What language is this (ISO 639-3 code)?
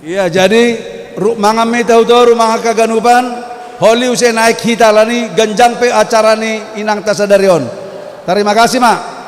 bts